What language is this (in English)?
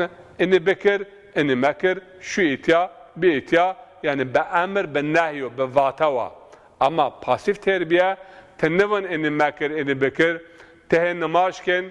Zaza